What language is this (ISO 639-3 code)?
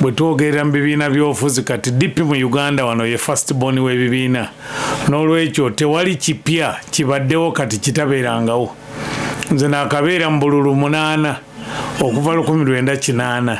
lug